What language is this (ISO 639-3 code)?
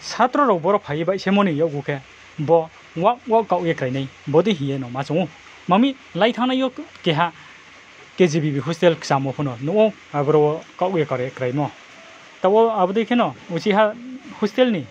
ria